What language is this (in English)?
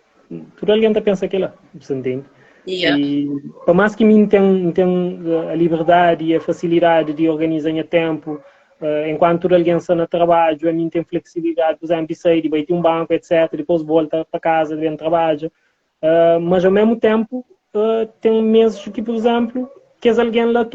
Kabuverdianu